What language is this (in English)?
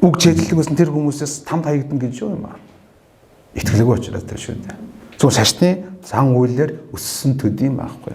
Mongolian